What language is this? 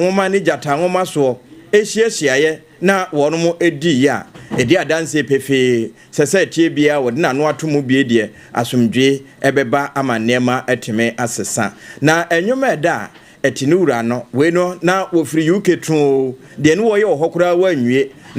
Akan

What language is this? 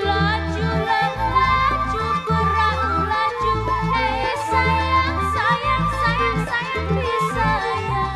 Betawi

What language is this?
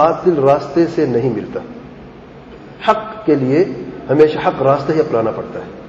Urdu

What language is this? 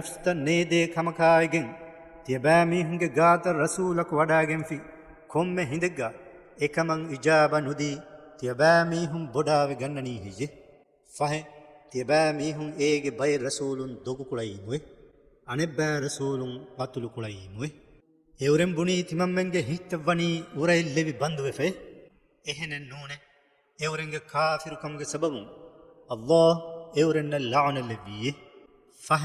Divehi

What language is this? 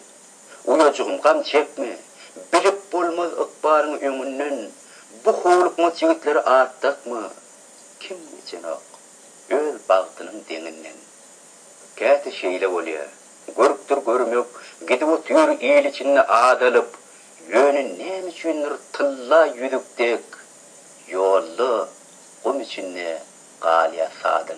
Turkmen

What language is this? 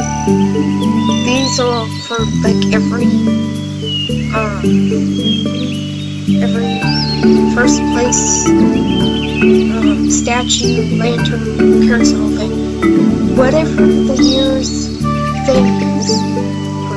English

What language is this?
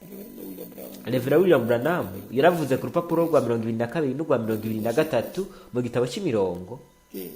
Rundi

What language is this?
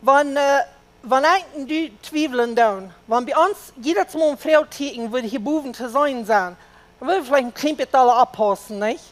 Plautdietsch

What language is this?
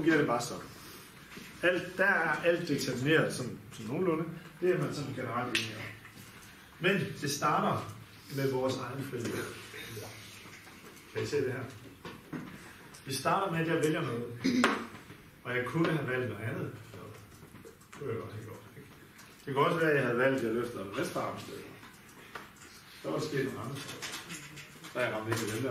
Danish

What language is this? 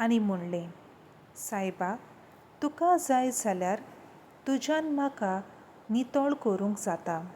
Konkani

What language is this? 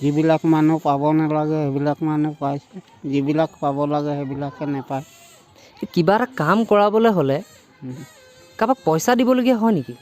Assamese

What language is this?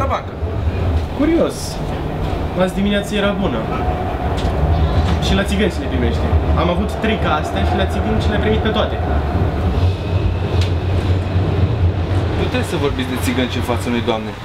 Romanian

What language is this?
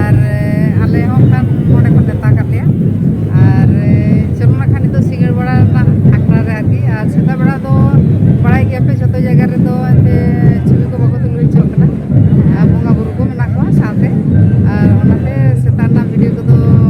Santali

